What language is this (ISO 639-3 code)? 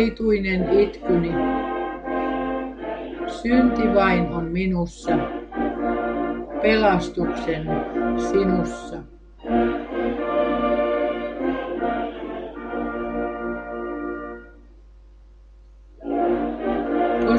fin